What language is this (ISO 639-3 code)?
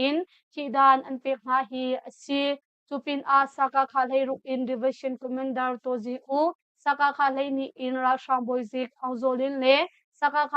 cnh